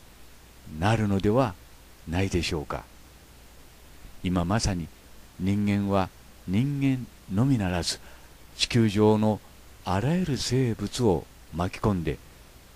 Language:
Japanese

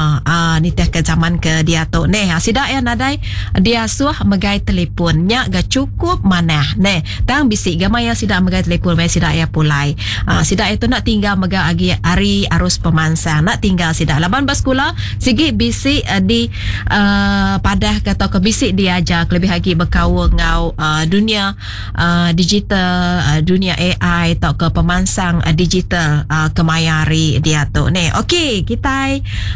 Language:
Iban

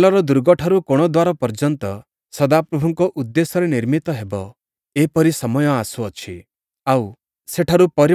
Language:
Odia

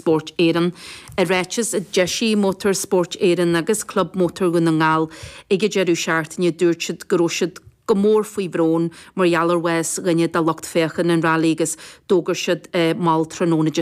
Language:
Irish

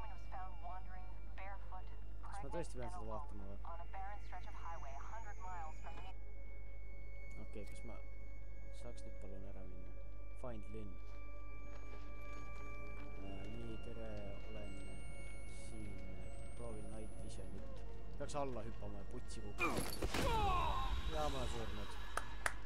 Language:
Estonian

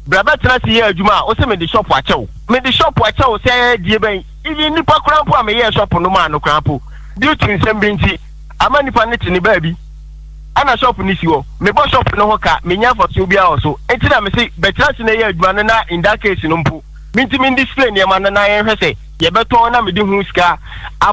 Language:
Akan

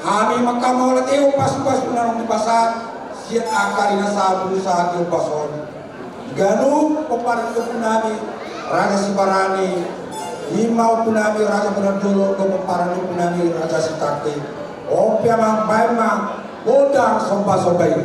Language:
Batak Toba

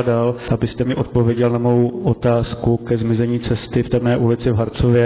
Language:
Czech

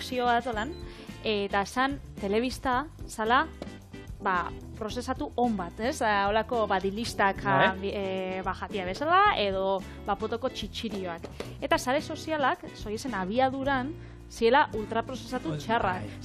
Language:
Basque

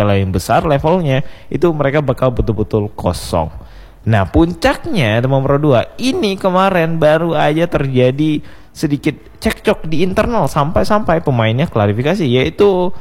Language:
Indonesian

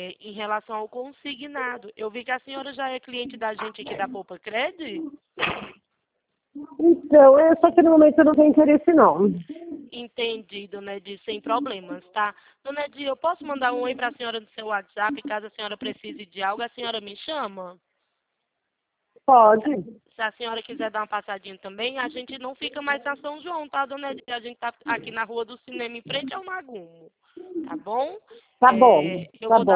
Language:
Portuguese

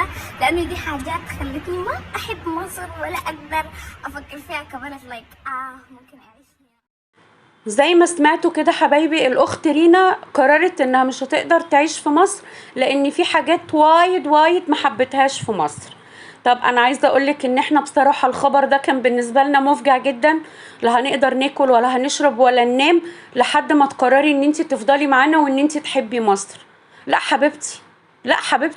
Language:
Egyptian Arabic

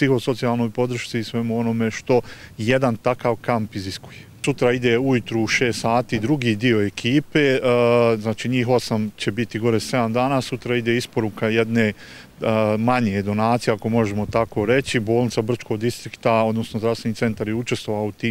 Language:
Bosnian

